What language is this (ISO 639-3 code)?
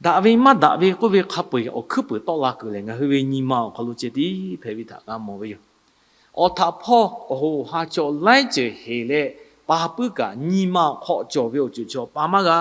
lhu